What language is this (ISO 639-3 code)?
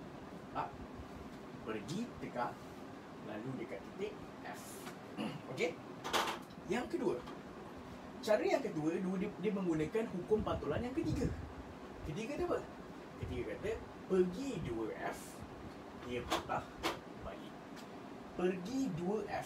msa